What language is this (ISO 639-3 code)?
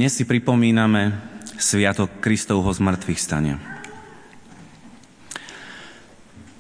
slk